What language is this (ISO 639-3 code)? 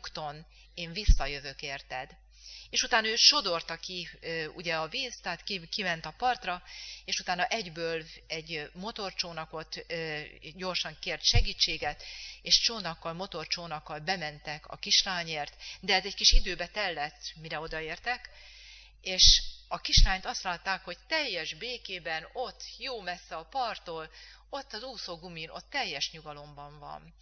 hun